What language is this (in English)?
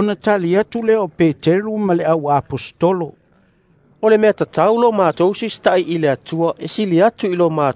Samoan